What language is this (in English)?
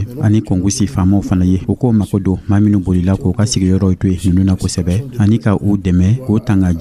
Dyula